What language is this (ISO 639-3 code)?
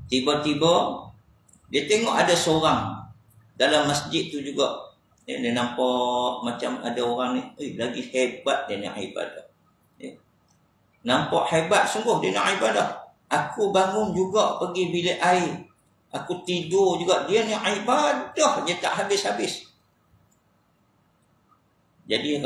msa